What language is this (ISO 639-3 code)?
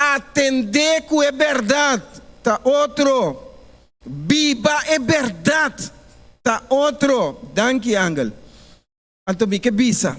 pap